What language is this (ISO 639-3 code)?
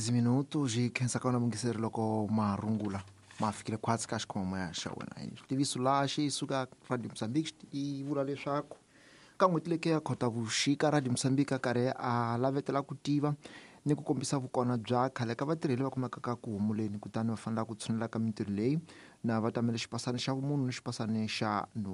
tso